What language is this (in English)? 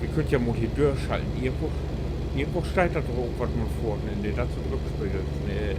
Low German